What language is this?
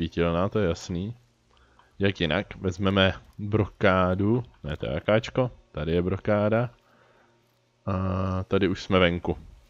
Czech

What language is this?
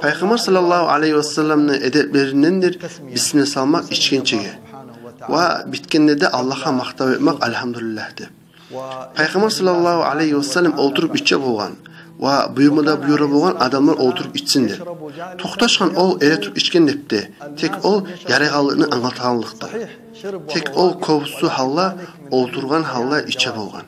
Kumyk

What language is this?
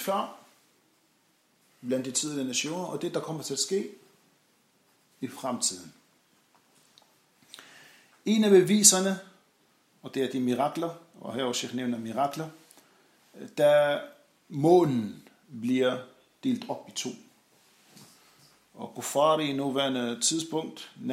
Danish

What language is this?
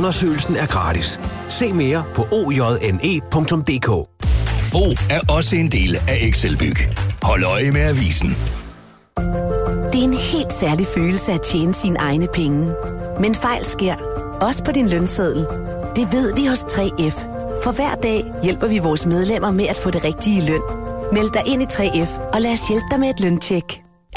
Danish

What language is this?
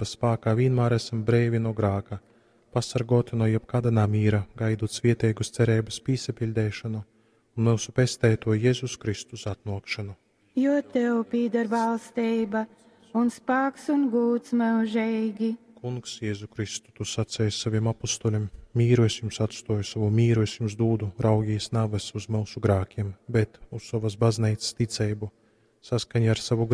Latgalian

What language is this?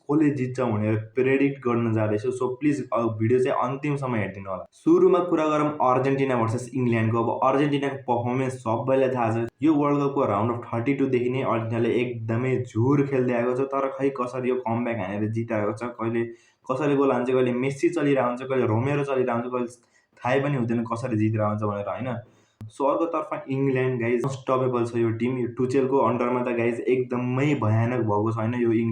Nepali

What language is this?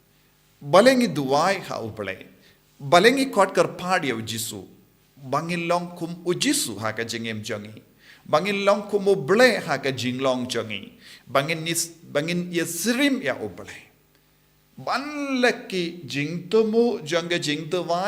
Khasi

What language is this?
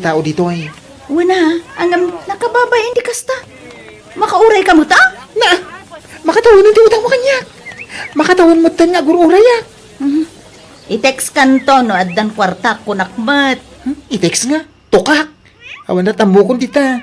Iloko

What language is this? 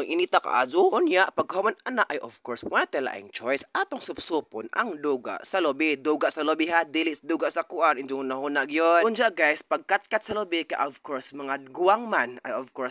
Cebuano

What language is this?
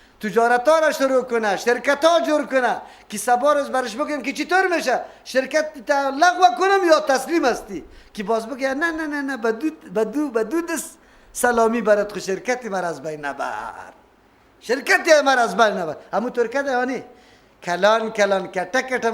Persian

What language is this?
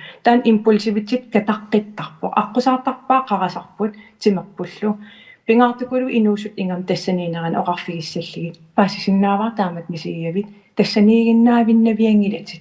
Kalaallisut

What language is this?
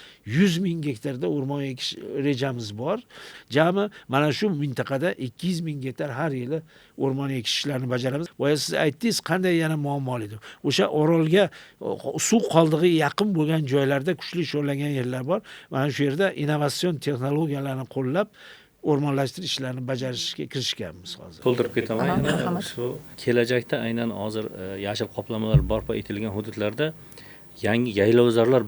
Uzbek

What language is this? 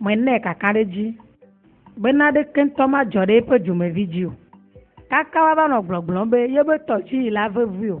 Ewe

